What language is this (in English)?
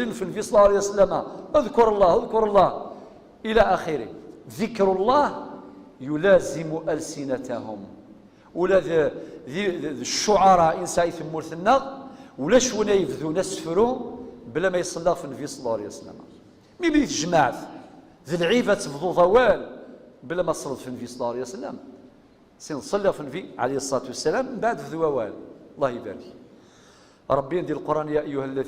Kabyle